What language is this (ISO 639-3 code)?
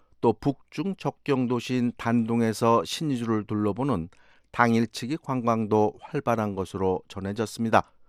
kor